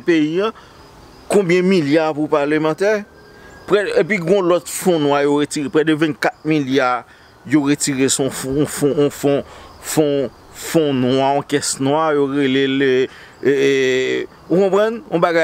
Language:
Haitian Creole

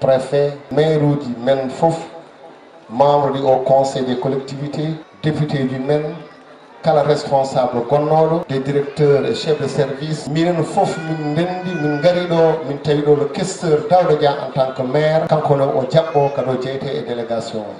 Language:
Fula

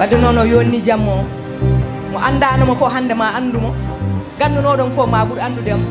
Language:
Fula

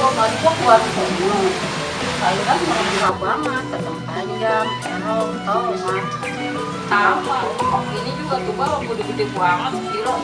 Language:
Betawi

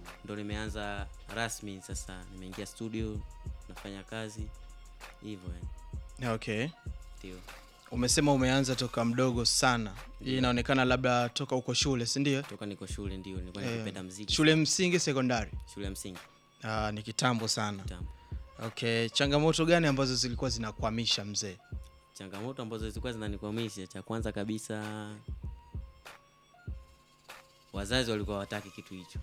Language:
Swahili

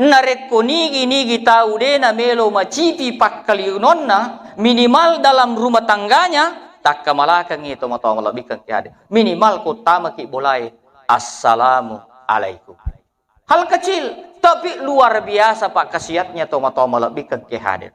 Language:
Buginese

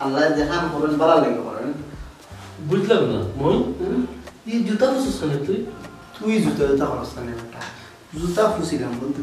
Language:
Sylheti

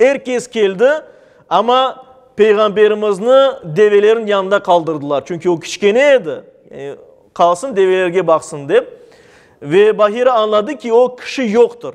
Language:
Crimean Tatar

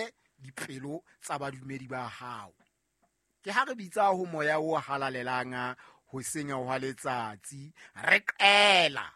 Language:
Southern Sotho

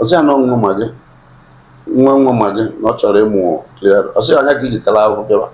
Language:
Igbo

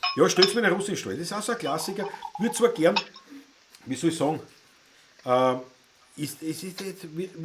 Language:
Bavarian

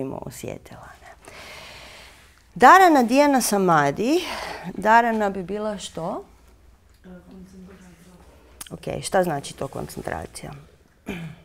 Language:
Croatian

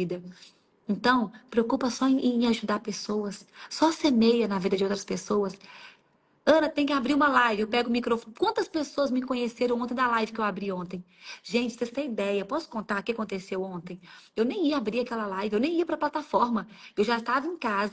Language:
Portuguese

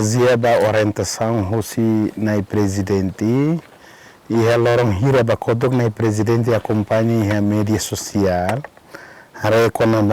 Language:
Tetum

